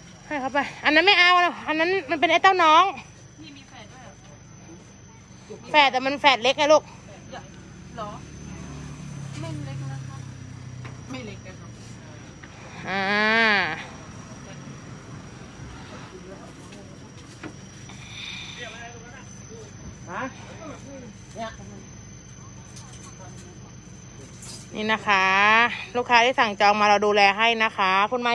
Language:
Thai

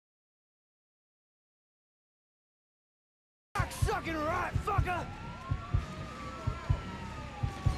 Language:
Russian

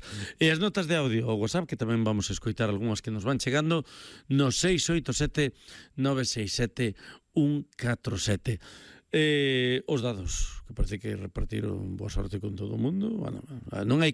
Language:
Galician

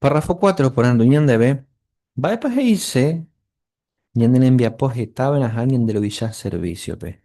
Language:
Guarani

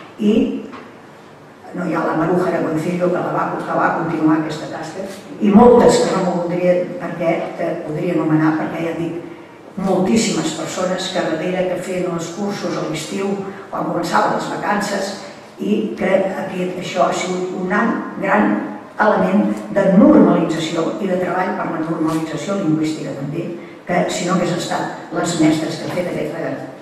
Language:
Catalan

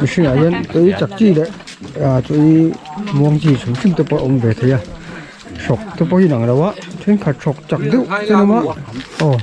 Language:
Mizo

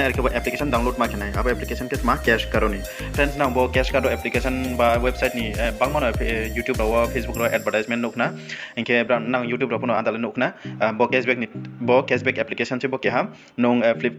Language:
Riang (India)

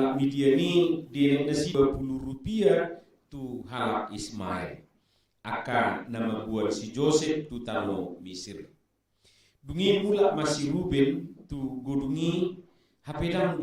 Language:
Batak Toba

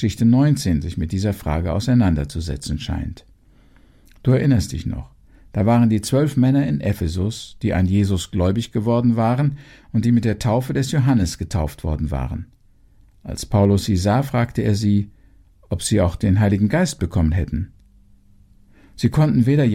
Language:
German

